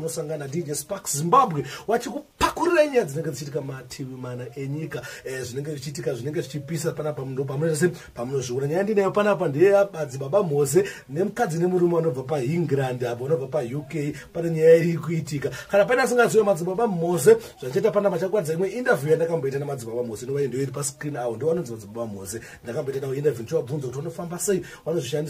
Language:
Shona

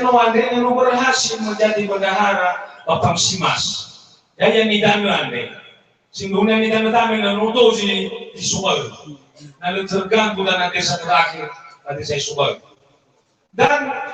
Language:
Nias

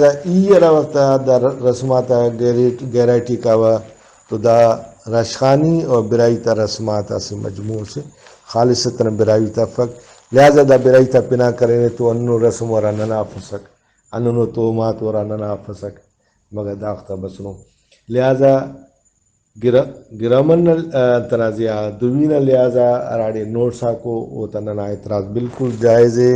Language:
Brahui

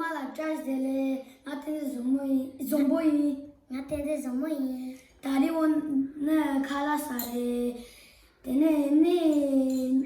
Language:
Tibetan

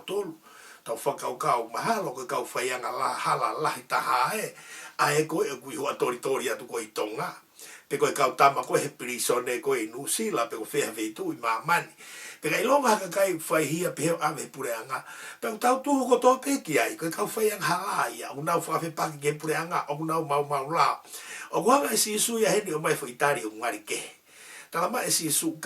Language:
Tongan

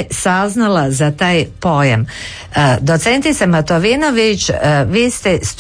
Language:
Croatian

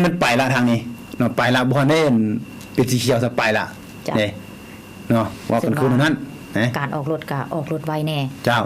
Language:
Lao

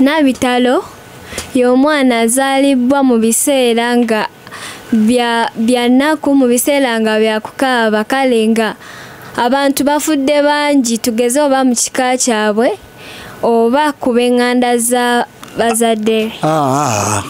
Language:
Ganda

